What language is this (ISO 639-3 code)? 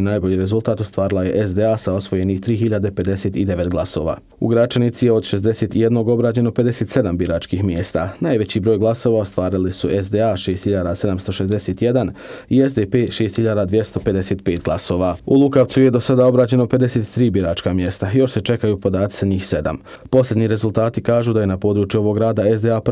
bos